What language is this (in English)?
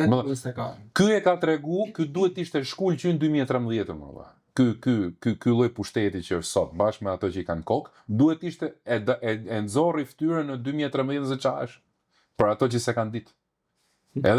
Albanian